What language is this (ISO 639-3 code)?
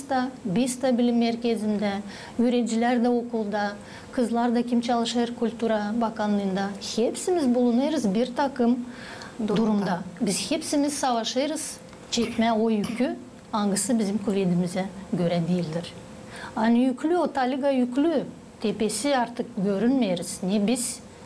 gag